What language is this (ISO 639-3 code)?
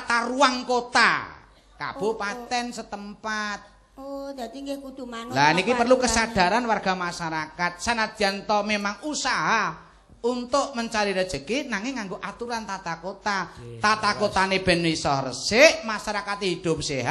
jav